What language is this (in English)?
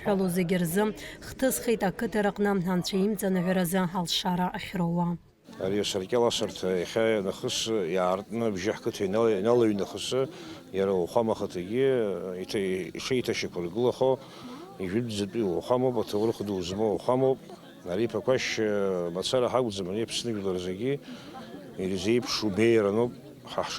Abkhazian